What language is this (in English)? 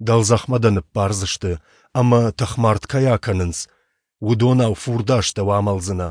Ossetic